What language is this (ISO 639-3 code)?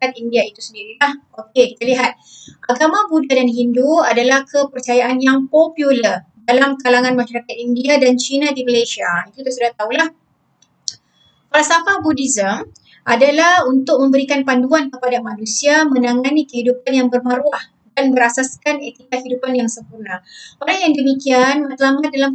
msa